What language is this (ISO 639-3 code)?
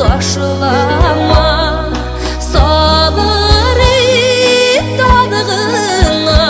bak